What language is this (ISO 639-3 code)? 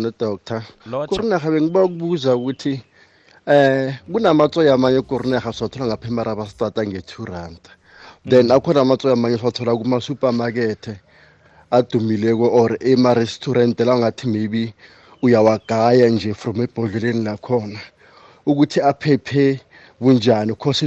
nbl